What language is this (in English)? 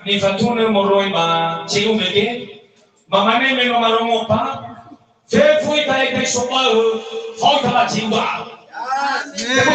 Nias